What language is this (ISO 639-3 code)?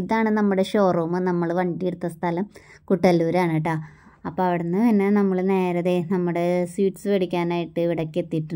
mal